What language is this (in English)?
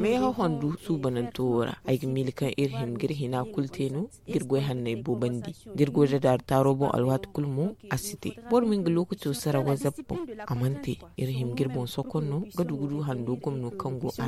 Zarma